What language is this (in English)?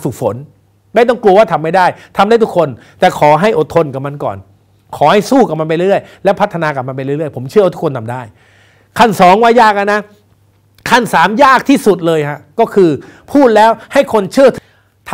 Thai